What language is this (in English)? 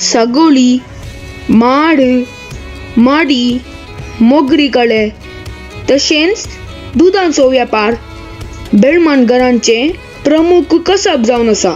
Konkani